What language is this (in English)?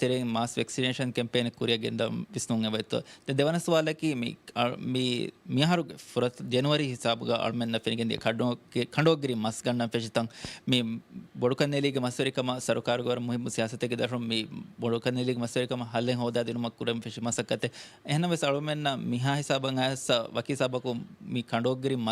Divehi